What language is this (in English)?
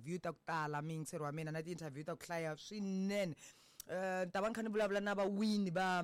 Tsonga